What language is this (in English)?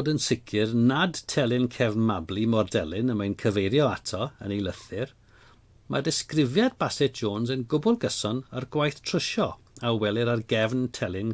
Welsh